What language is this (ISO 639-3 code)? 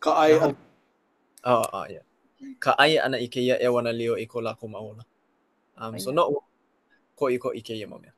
haw